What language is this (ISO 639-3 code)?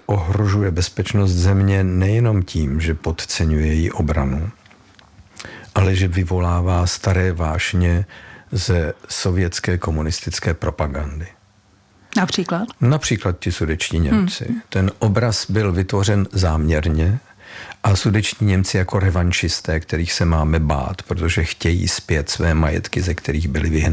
ces